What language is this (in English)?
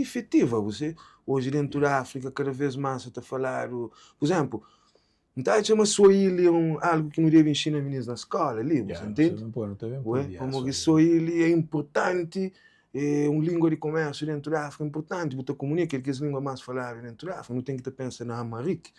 Kabuverdianu